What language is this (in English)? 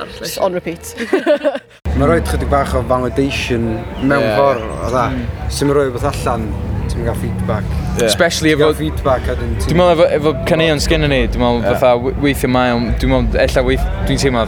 Welsh